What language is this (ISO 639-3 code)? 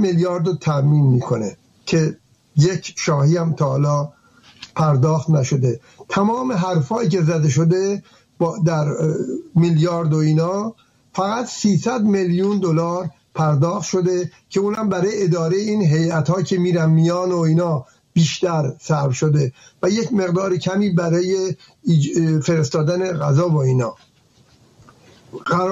fas